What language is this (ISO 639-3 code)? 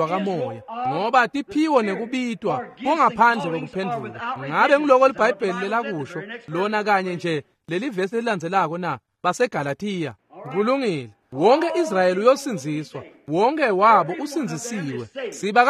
ssw